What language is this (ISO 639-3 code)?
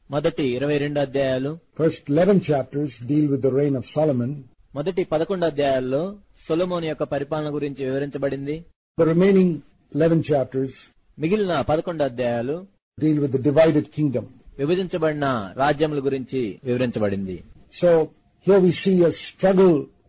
tel